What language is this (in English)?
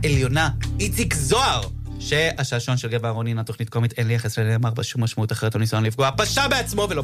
Hebrew